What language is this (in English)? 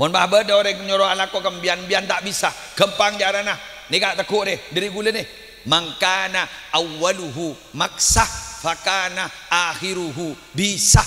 Madurese